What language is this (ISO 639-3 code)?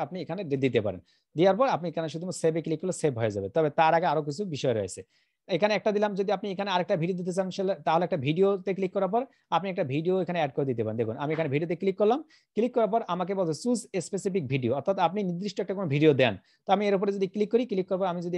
ben